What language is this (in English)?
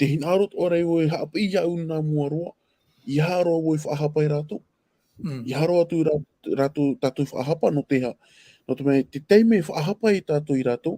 Tahitian